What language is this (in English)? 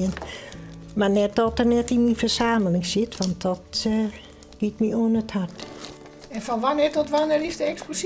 Western Frisian